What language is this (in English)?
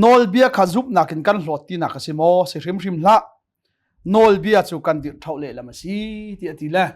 Hakha Chin